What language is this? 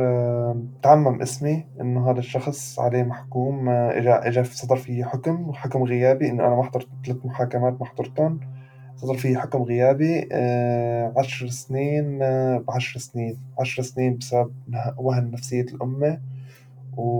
North Levantine Arabic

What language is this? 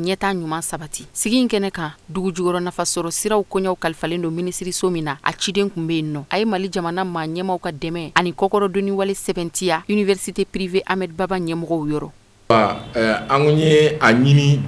Bambara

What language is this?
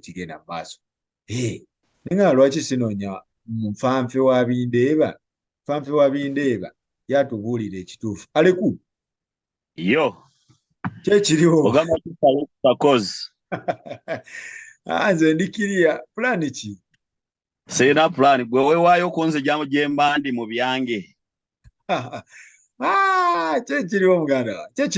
Ganda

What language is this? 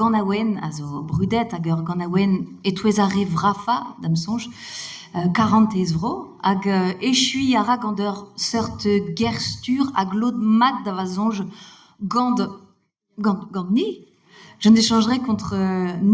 Breton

